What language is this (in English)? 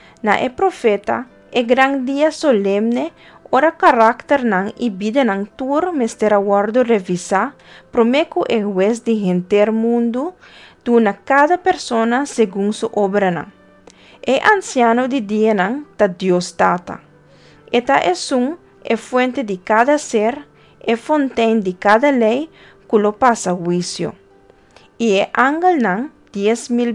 Papiamento